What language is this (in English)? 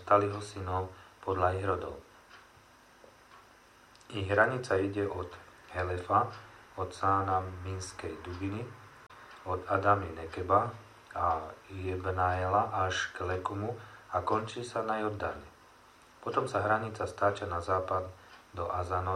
Slovak